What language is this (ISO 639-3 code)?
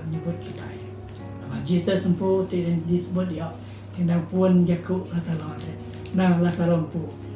iba